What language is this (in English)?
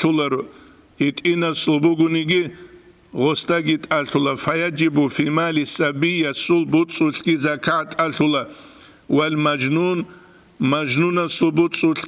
Avaric